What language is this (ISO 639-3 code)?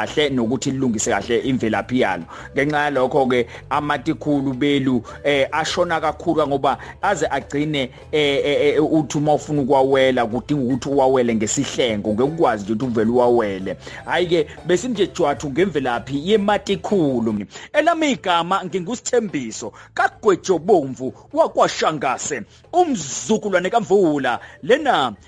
zul